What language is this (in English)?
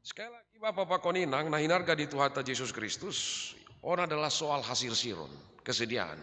Batak Simalungun